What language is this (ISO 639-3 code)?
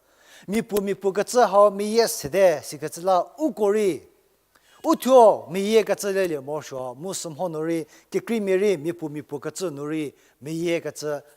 njm